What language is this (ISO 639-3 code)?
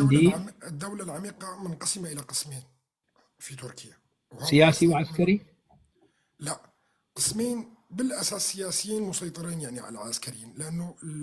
apc